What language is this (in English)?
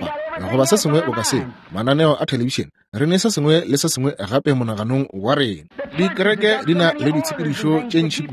Northern Sotho